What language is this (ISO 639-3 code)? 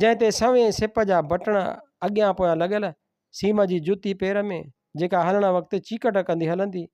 snd